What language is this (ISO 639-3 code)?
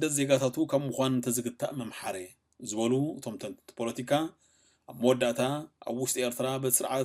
tir